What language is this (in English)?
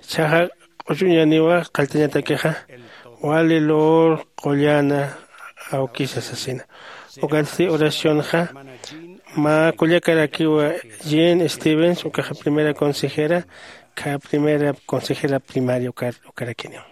Aymara